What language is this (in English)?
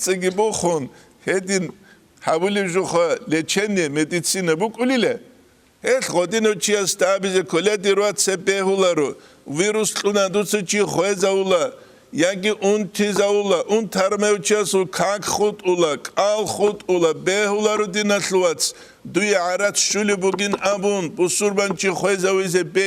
Avaric